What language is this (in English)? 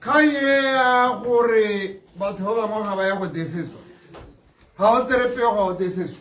Tswana